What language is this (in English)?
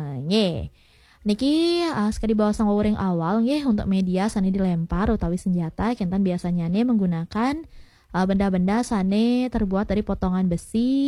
Balinese